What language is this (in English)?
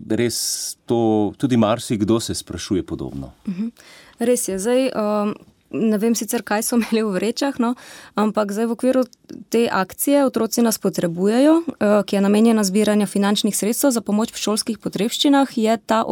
Slovenian